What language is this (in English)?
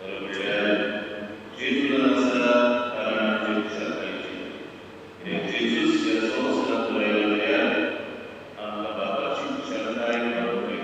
Konkani